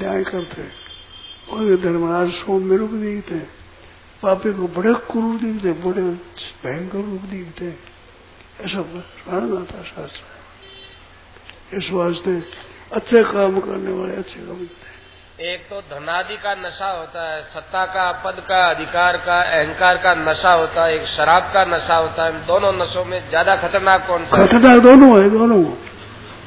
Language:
Hindi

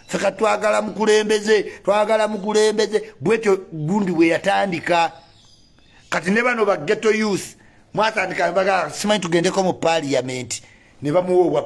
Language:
Ganda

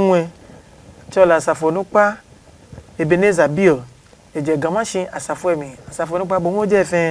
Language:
Adangme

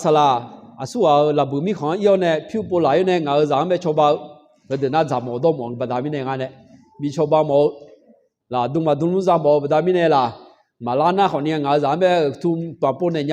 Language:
Akha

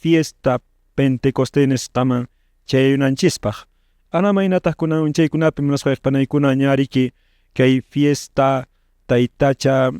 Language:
Quechua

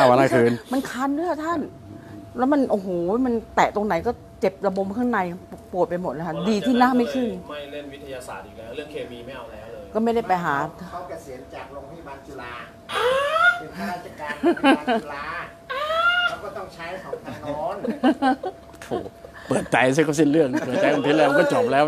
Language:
Thai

